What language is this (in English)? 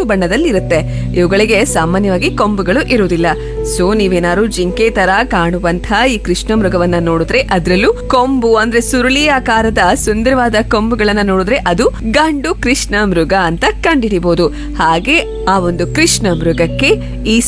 Kannada